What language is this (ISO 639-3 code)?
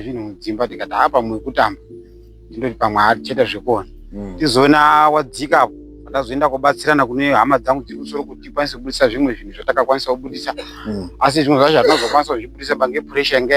sna